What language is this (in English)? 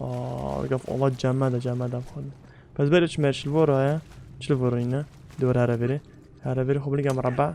Kurdish